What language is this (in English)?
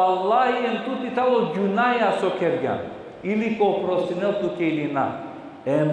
Balkan Romani